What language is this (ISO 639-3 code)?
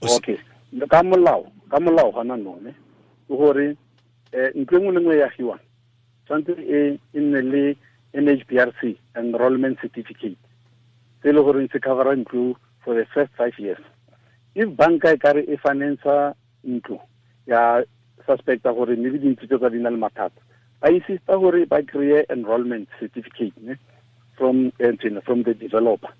tsn